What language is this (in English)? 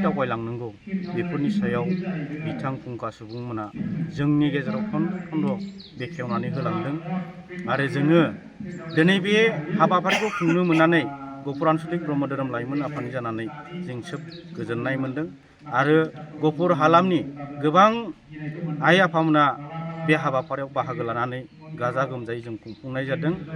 Bodo